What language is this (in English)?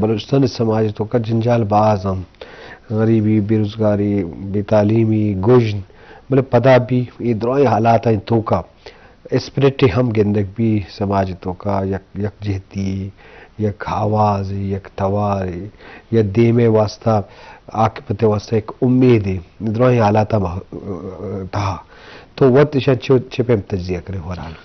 Eastern Balochi